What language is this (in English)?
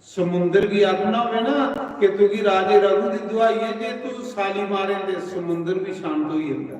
Dogri